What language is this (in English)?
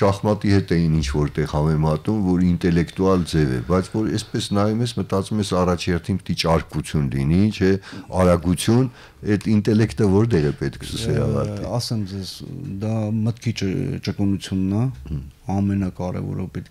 Armenian